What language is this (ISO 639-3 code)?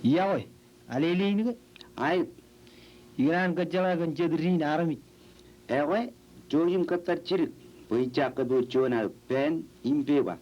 mah